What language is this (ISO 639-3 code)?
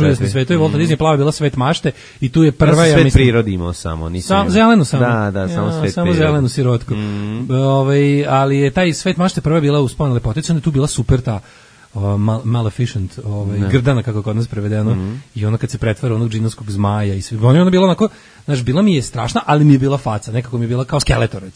srp